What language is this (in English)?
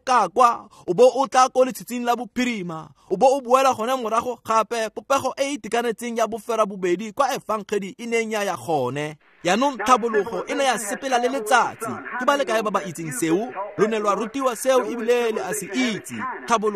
Tswana